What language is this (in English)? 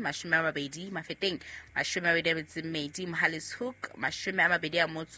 Southern Sotho